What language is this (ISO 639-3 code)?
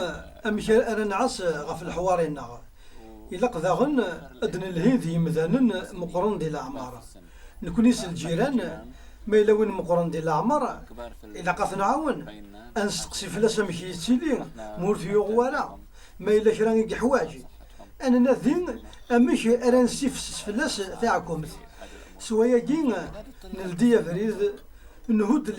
kab